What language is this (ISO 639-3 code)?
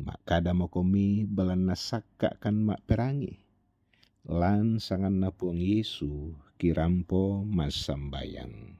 sda